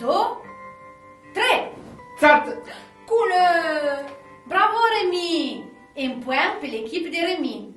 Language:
Arpitan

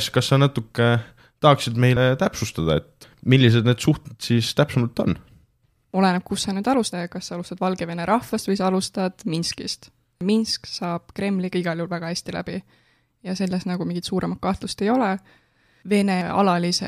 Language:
Estonian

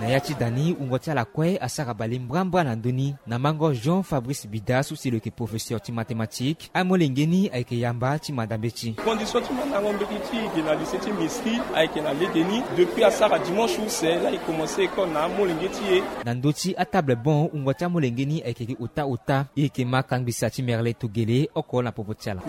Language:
Sango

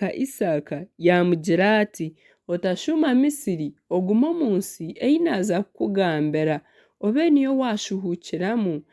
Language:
Nyankole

